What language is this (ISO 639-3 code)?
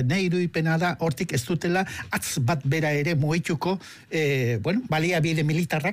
eus